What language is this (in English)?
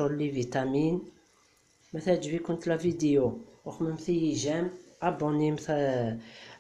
Kabyle